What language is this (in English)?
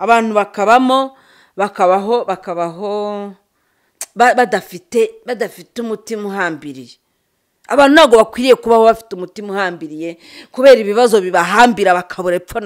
Kinyarwanda